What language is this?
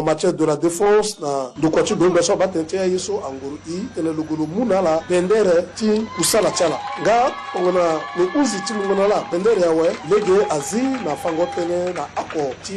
Sango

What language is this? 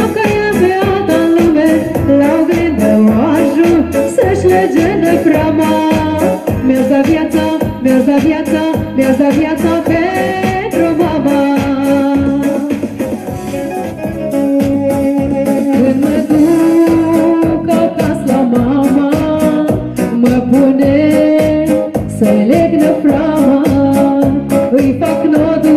Romanian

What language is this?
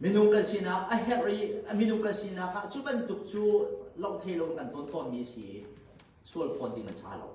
Hakha Chin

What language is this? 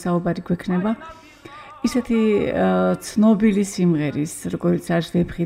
Georgian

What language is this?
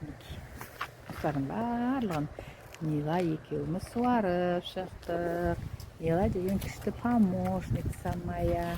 Kazakh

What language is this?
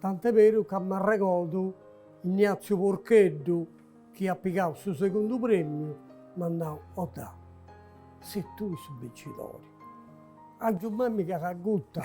Sardinian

